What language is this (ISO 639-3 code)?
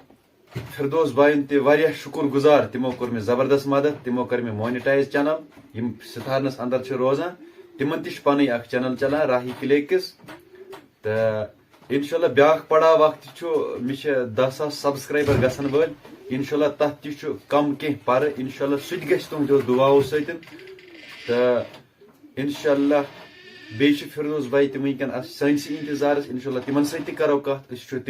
kas